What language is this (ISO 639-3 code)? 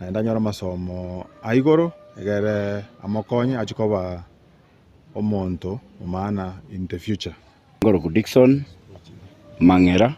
guz